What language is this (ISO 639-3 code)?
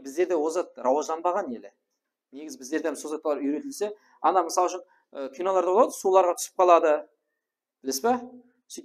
kaa